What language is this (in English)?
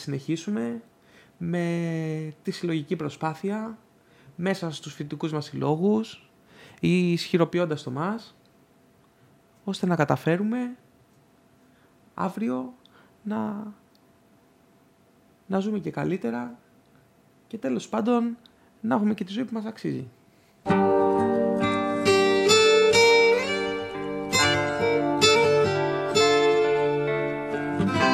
Greek